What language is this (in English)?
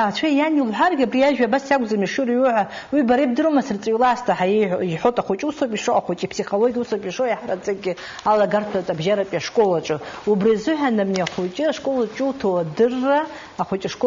Abkhazian